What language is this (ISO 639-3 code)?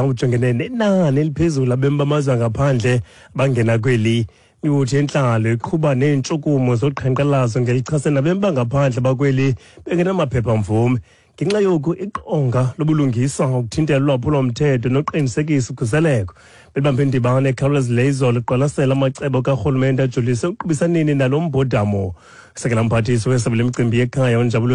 xho